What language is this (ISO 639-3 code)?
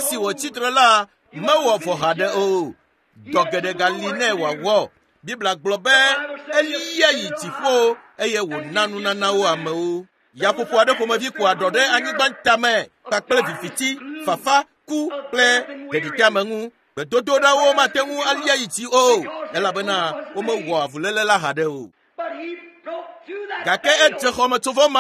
ewe